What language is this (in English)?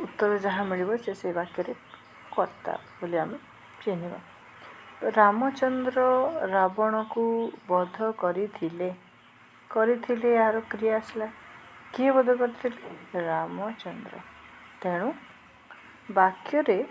Odia